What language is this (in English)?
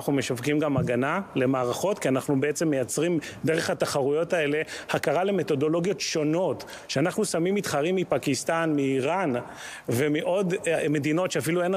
Hebrew